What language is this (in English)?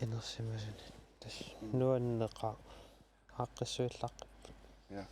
Kalaallisut